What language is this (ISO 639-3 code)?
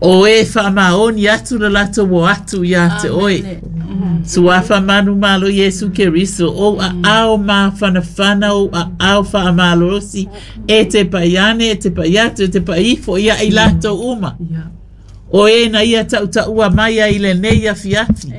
smo